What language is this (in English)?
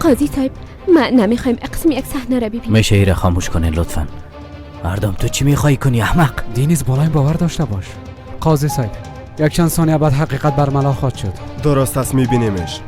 Persian